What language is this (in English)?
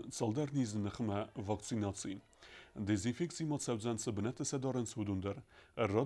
Ossetic